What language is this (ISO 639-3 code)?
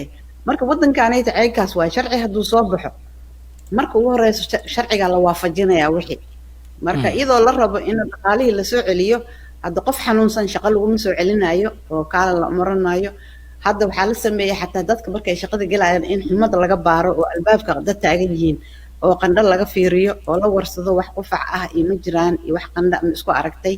som